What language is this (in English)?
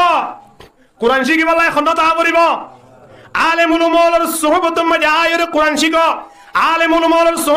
Rohingya